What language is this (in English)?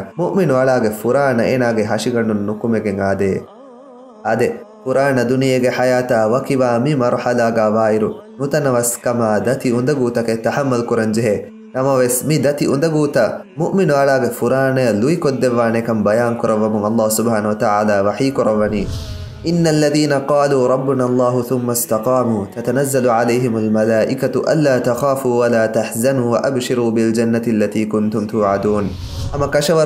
Divehi